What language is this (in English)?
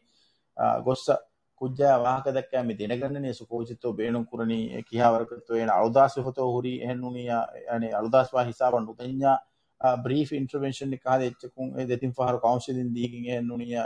Divehi